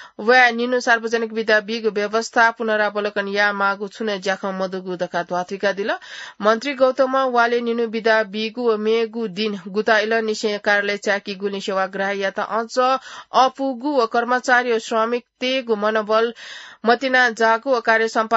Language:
Newari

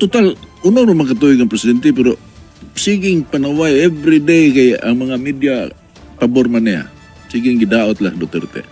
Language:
Cebuano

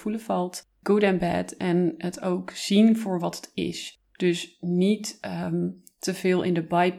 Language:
Dutch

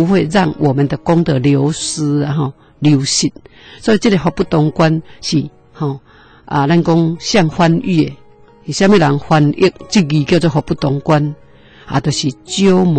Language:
Min Nan Chinese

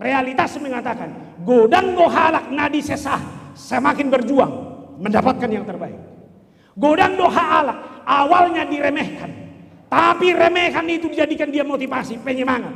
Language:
Batak Toba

